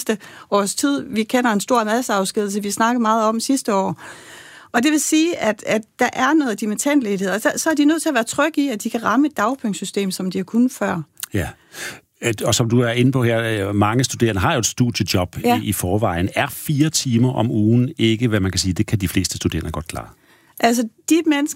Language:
Danish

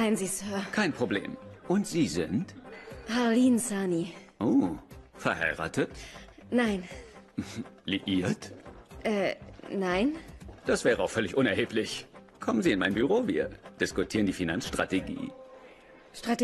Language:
German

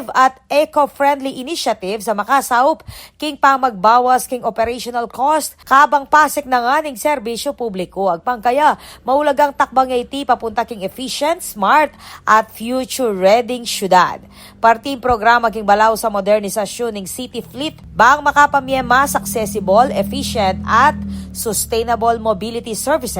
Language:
Pampanga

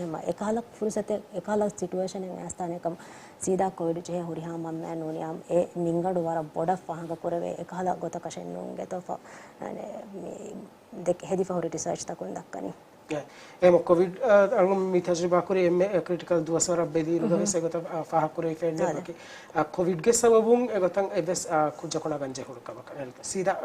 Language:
Divehi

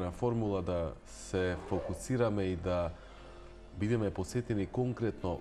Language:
Macedonian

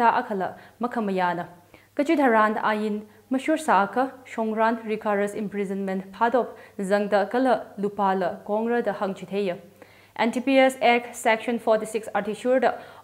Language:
Tangkhul Naga (India)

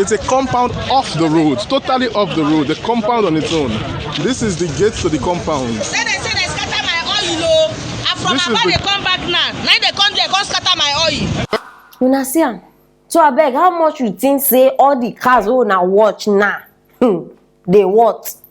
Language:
Nigerian Pidgin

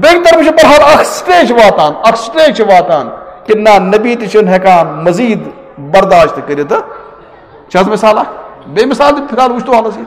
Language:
Kashmiri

